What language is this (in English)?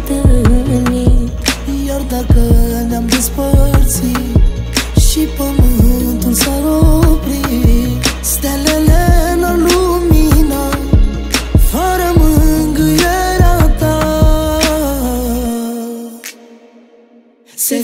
Romanian